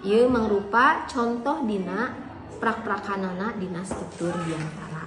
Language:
Sundanese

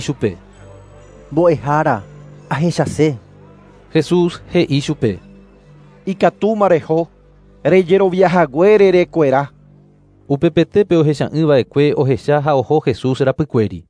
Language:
Guarani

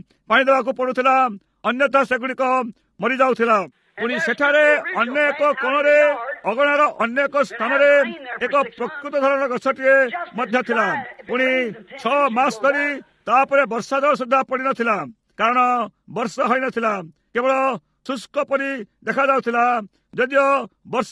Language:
Odia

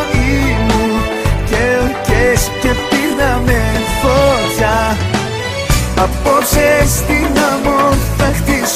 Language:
Greek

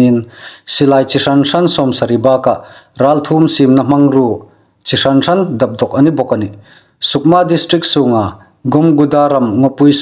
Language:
Hmar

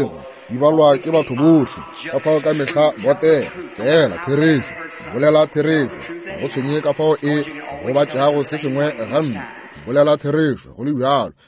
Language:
Northern Sotho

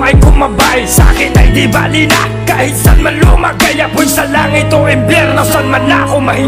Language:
Filipino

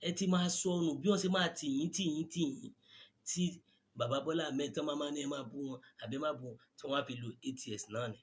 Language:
Yoruba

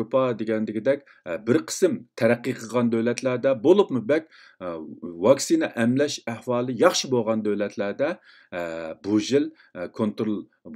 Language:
Uyghur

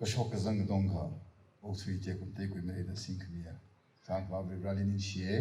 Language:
Tangkhul Naga (India)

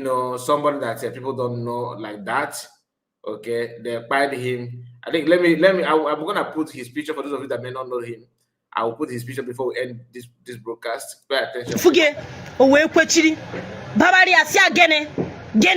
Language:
Igbo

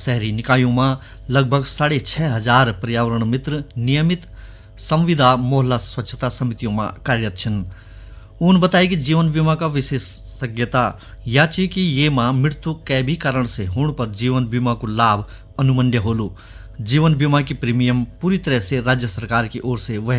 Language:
Garhwali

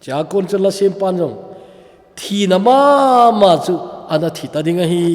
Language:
Thado Chin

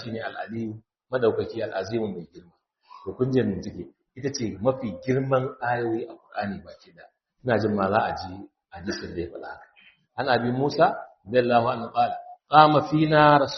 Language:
Hausa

